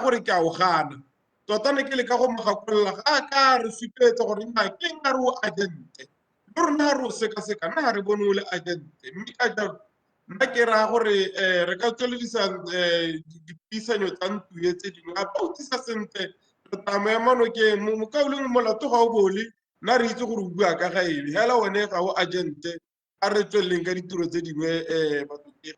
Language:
Tswana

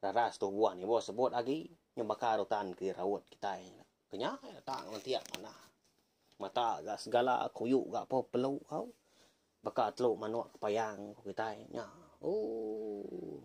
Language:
Iban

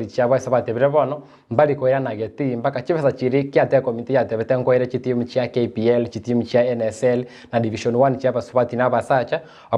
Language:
Gusii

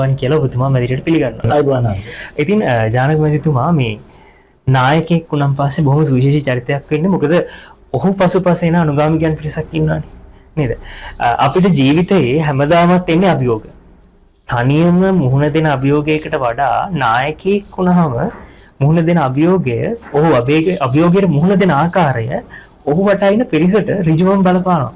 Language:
Sinhala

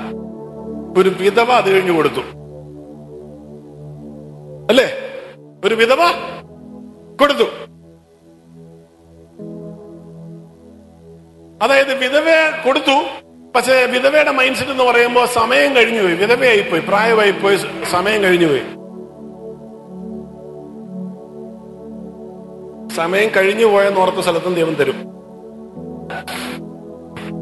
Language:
Malayalam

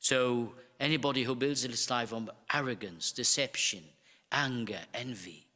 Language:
English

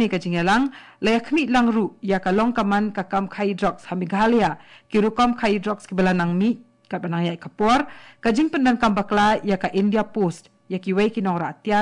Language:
Khasi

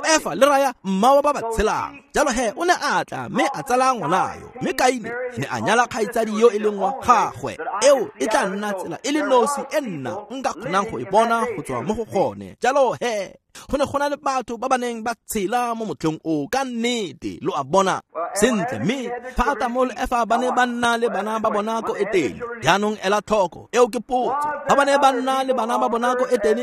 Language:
Tswana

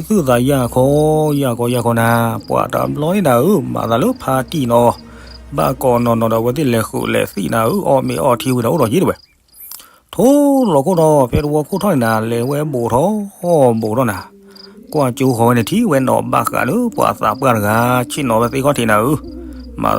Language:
S'gaw Karen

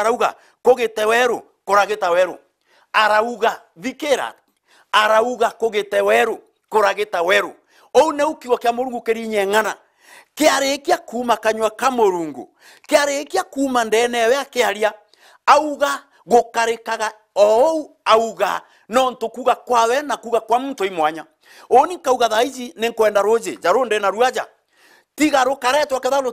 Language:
Meru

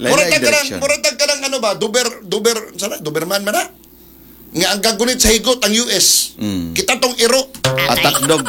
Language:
Cebuano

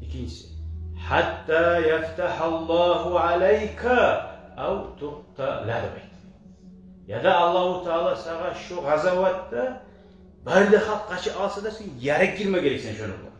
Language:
Kumyk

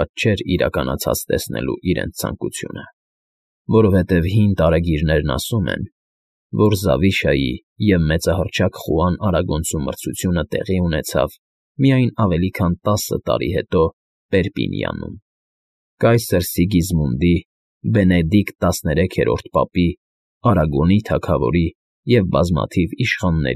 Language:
Armenian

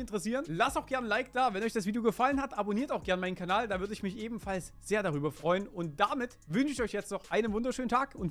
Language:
German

